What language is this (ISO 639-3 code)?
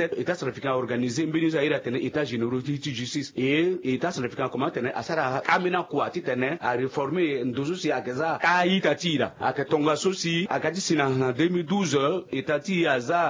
sag